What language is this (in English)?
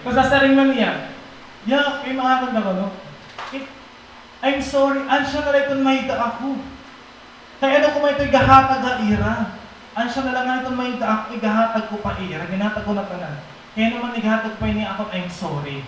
Waray